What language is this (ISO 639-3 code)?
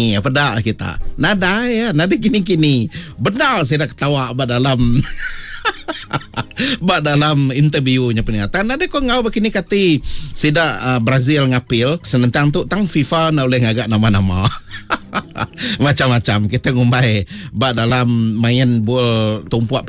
iba